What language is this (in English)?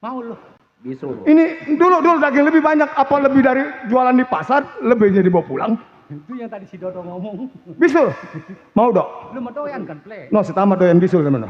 Betawi